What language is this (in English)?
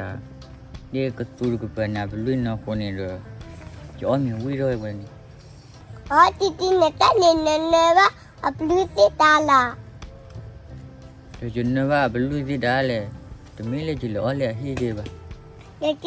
S'gaw Karen